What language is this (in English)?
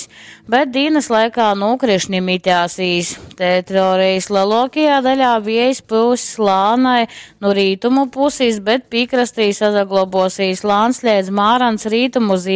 Latgalian